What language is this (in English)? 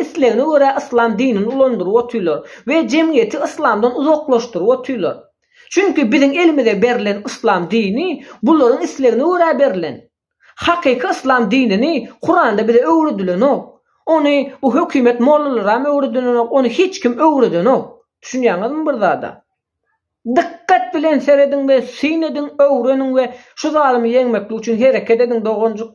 Turkmen